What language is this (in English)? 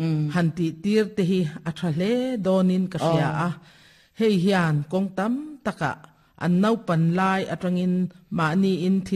Mizo